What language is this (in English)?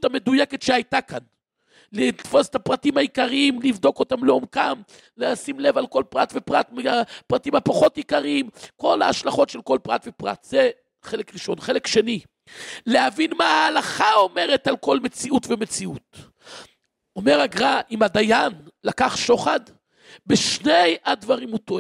Hebrew